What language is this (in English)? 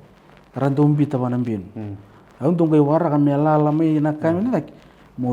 Fijian